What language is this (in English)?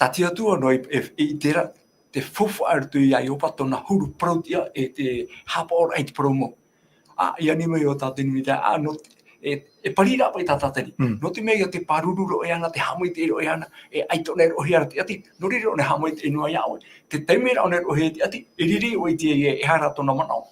Tahitian